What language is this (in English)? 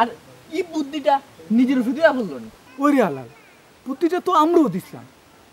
Sylheti